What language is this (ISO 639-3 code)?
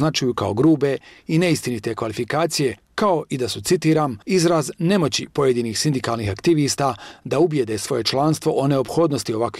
bos